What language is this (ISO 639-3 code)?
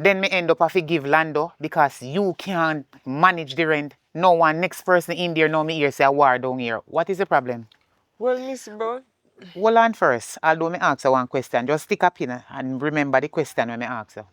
jam